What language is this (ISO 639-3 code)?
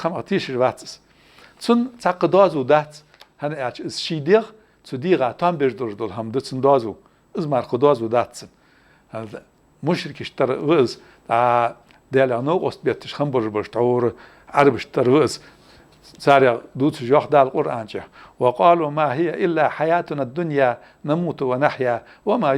inh